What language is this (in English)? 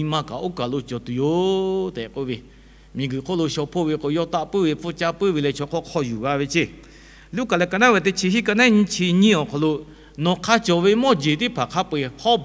Lahu